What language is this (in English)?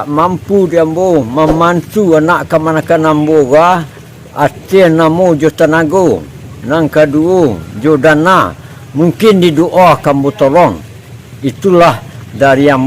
Minangkabau